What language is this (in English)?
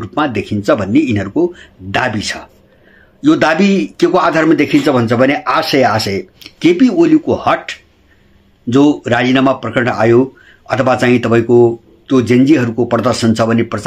Nepali